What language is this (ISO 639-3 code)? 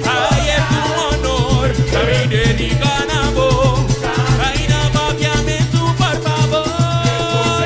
pap